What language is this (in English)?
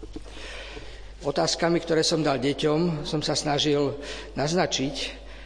Slovak